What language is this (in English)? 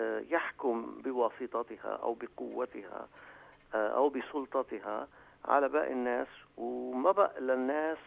North Levantine Arabic